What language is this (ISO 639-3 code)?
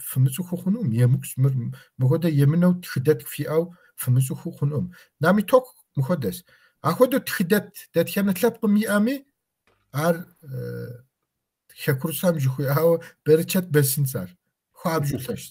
kbd